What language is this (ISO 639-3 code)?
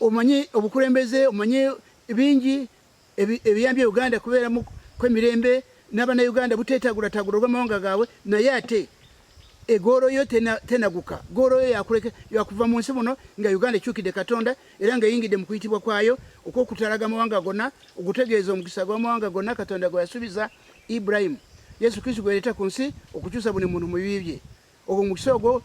lug